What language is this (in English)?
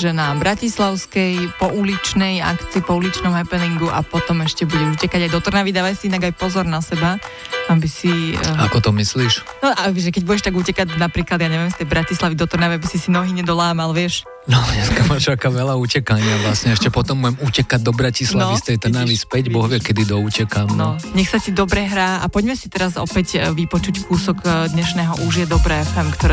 Slovak